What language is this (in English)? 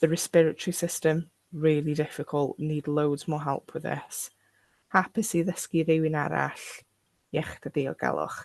Welsh